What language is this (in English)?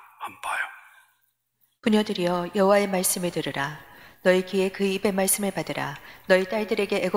Korean